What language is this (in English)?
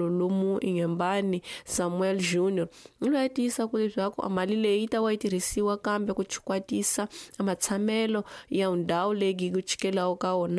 Tsonga